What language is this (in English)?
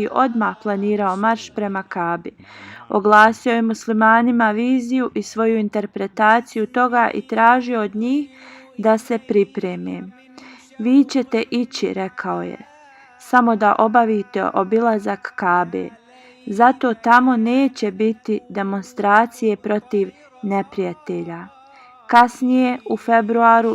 Bosnian